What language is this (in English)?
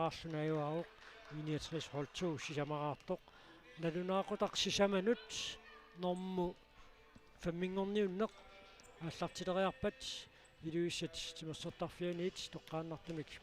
Kalaallisut